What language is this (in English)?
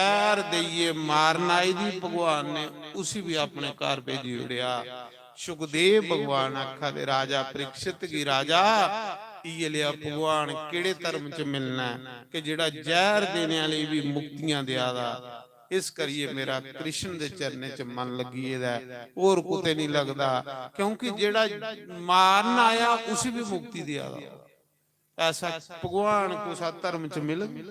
Dogri